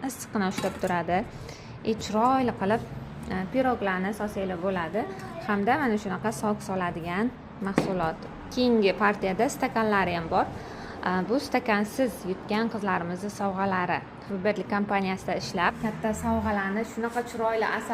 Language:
Uzbek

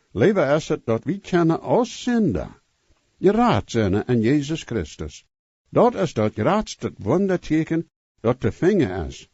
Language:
Plautdietsch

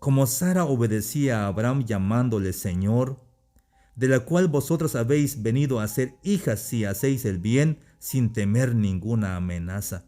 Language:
Tzeltal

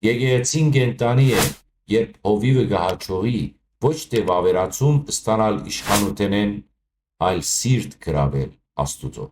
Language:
Western Armenian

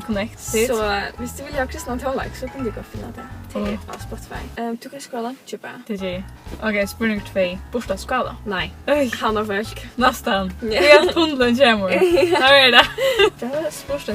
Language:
Faroese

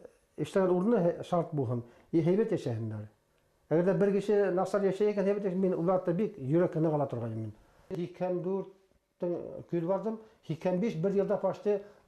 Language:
Bashkir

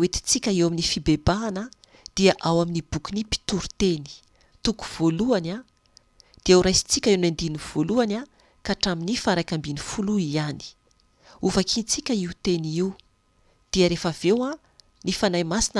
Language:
Malagasy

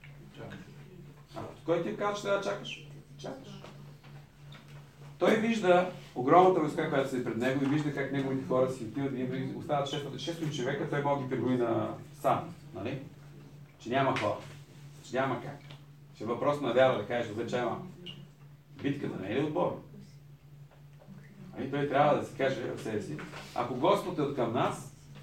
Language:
Bulgarian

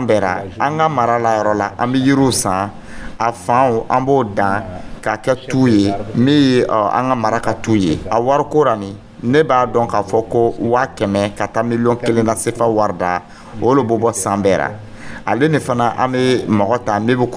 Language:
Dyula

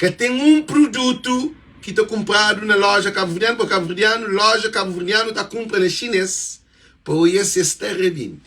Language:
Kabuverdianu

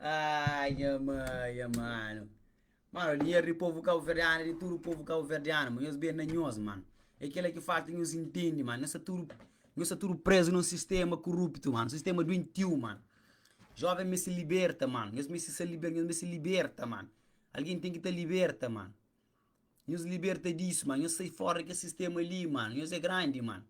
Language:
Kabuverdianu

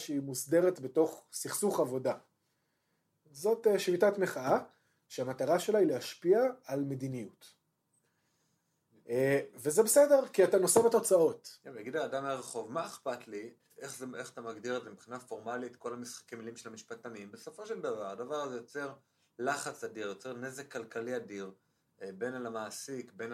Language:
Hebrew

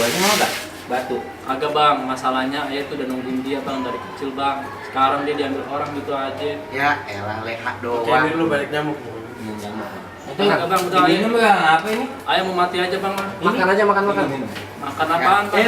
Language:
Betawi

